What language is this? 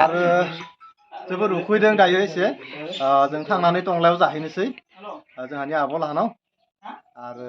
Bodo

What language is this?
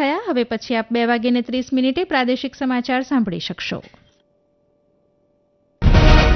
Gujarati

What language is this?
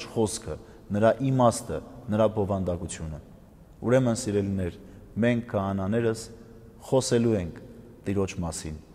Armenian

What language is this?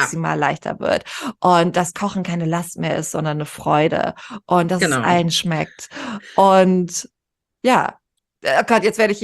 German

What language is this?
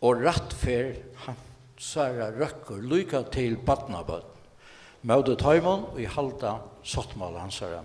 Faroese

